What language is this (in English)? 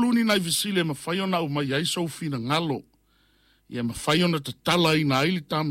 Samoan